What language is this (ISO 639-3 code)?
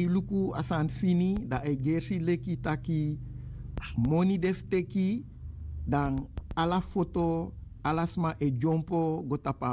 srn